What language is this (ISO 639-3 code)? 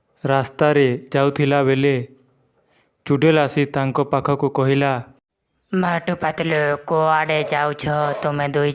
ori